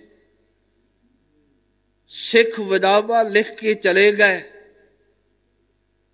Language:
Punjabi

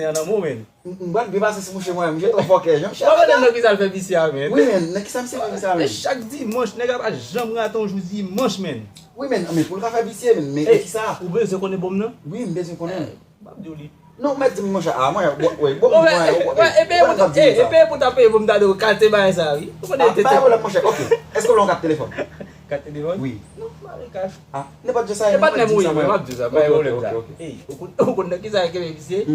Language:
Haitian Creole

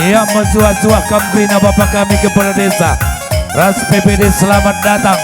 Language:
Batak Karo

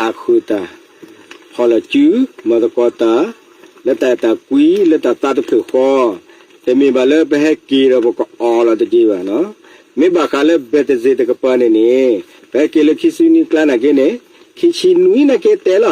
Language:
S'gaw Karen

